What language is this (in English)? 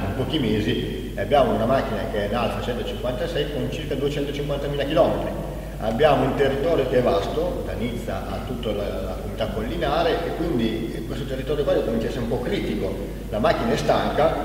Italian